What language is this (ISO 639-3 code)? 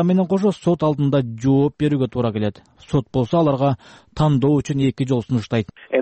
kir